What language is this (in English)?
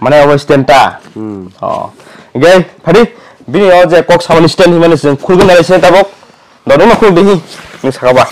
Kok Borok